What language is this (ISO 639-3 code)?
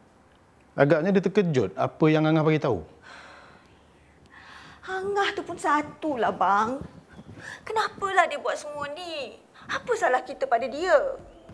msa